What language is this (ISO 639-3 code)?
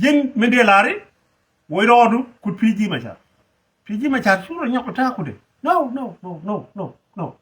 nus